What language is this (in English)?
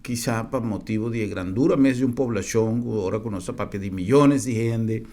Papiamento